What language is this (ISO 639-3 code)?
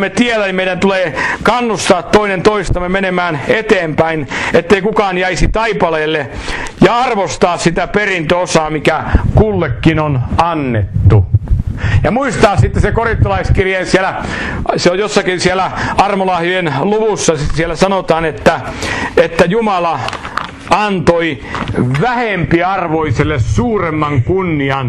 fin